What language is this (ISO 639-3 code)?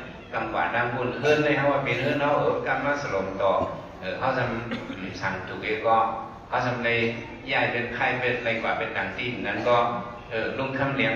shn